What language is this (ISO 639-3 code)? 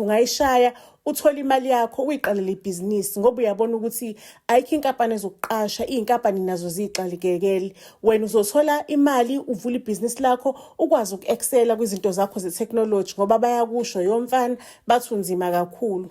zul